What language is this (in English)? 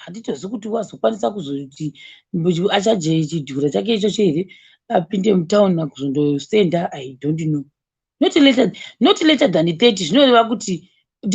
Shona